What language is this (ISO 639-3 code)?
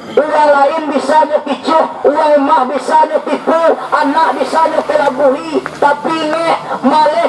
min